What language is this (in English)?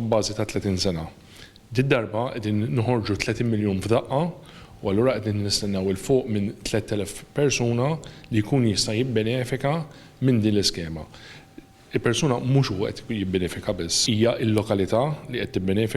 Maltese